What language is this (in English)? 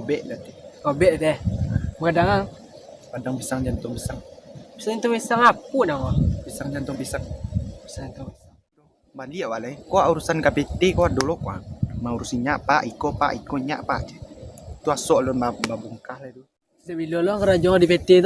Minangkabau